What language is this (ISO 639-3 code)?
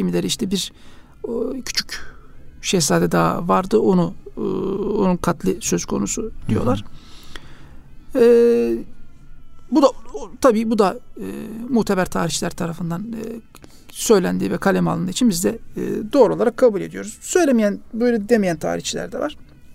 tur